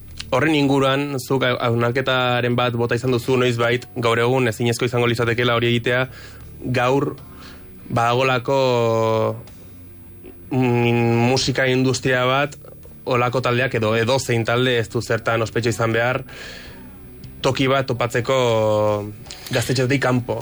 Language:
Basque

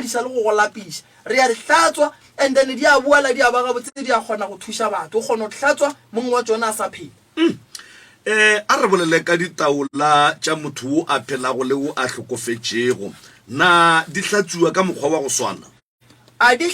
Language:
Northern Sotho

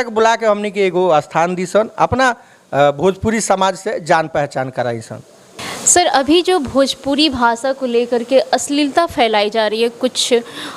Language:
Bhojpuri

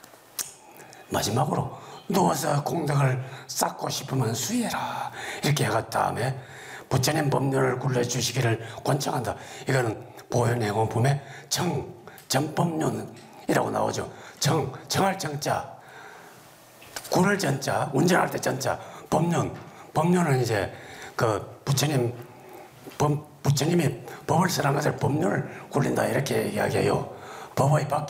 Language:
Korean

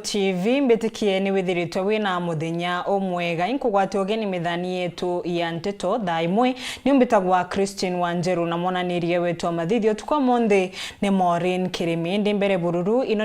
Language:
Meru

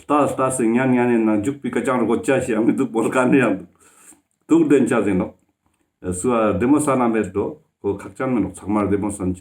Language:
Ladakhi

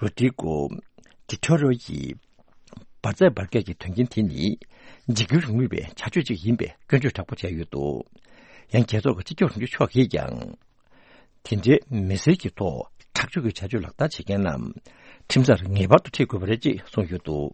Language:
Tibetan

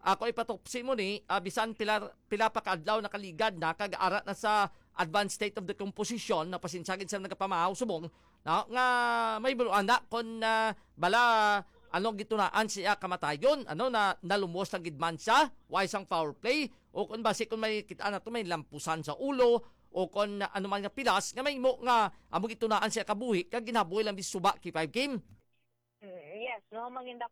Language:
Hiligaynon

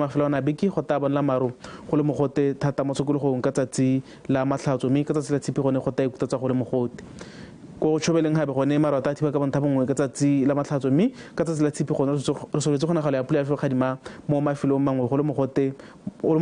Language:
Tswana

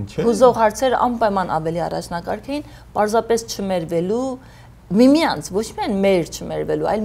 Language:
Armenian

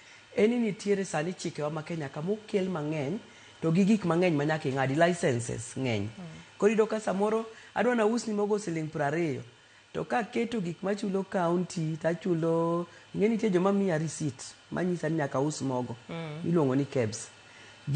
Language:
Luo (Kenya and Tanzania)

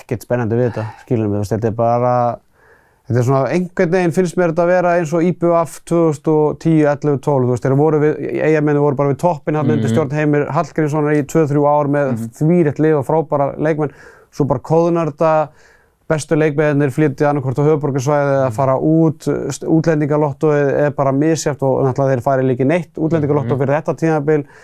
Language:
Icelandic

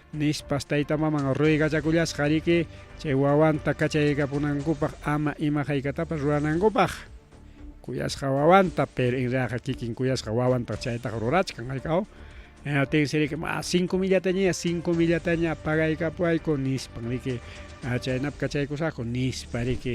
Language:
Ayacucho Quechua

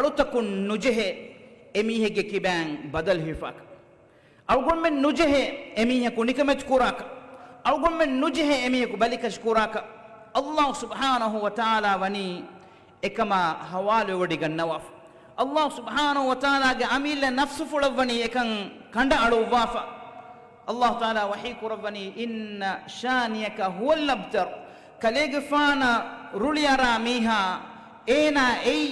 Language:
Divehi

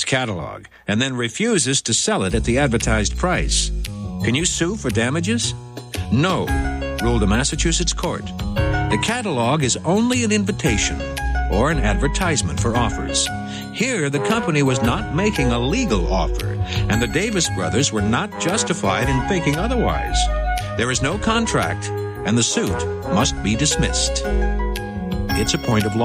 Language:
English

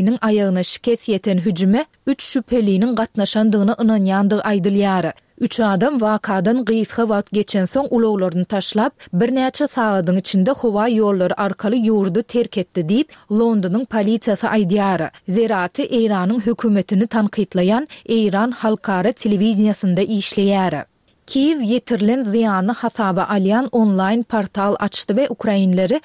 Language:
Turkmen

